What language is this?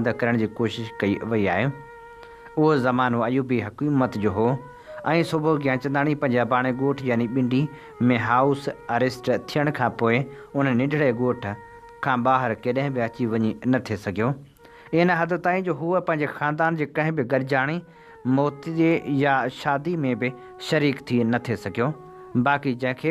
Sindhi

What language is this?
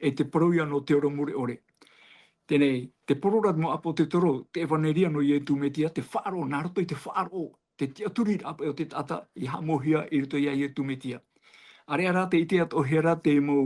Tahitian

